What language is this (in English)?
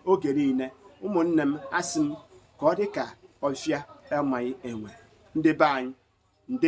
Igbo